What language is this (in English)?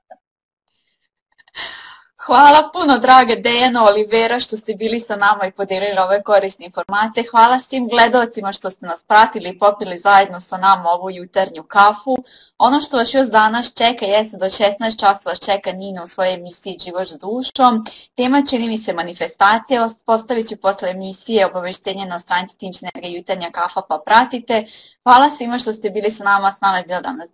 Serbian